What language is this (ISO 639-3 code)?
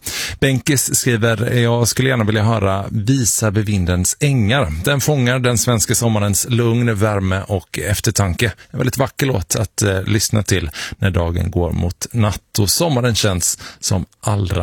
swe